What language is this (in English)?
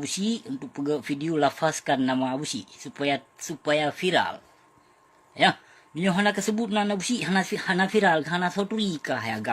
Achinese